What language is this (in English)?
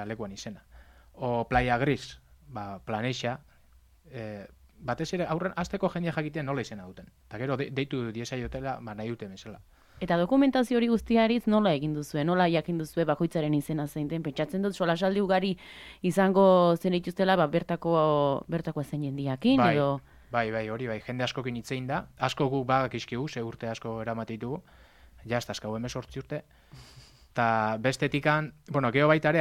Basque